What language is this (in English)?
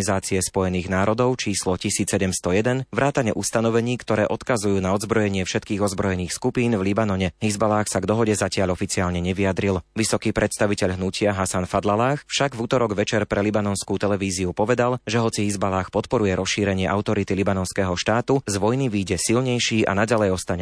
Slovak